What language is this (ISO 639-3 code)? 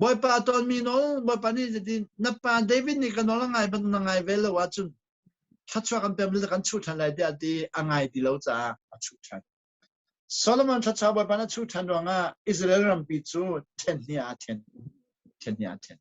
cnh